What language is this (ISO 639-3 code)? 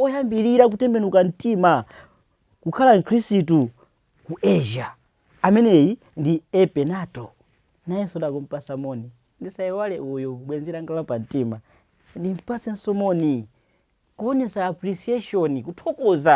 nya